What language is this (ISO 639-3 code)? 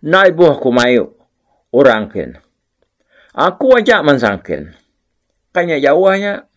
iba